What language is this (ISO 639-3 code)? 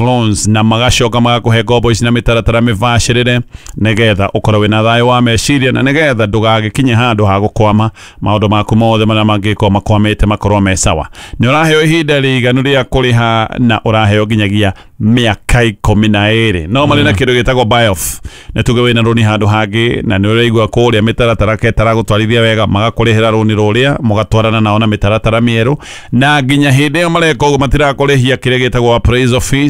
kik